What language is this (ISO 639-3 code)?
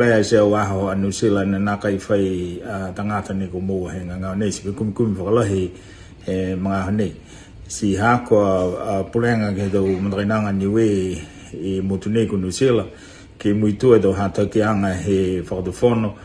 niu